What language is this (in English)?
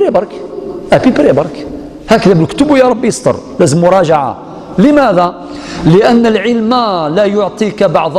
Algerian Arabic